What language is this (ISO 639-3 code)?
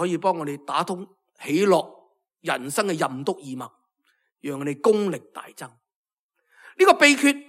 yue